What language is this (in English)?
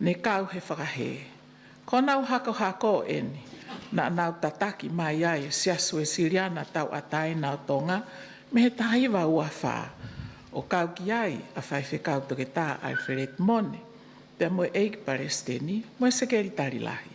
Tongan